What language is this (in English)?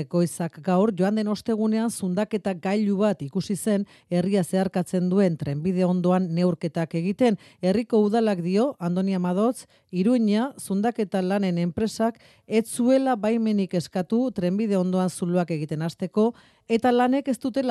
Basque